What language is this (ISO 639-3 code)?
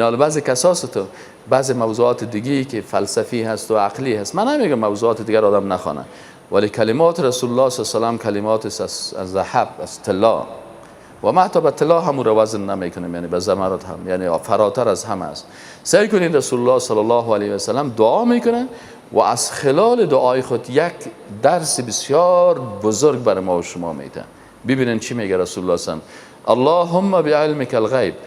fas